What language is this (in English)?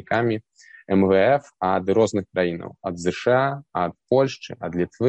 Belarusian